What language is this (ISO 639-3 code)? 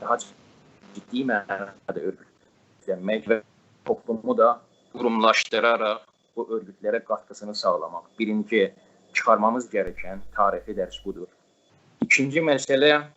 azb